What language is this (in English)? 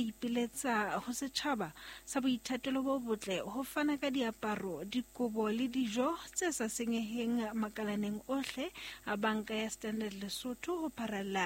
Southern Sotho